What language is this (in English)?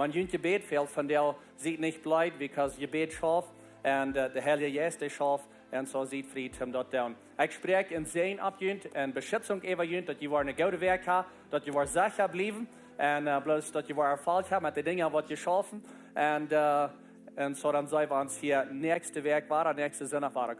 Plautdietsch